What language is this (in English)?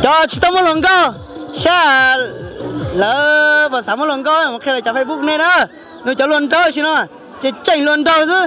Hmong